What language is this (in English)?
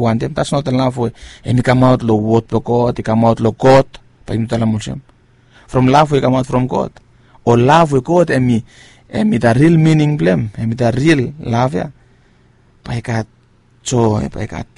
Bislama